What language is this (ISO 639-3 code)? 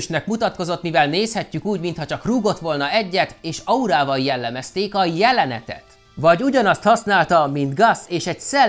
hun